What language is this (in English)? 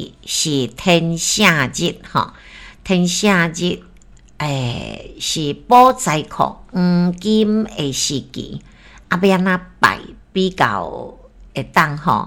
Min Nan Chinese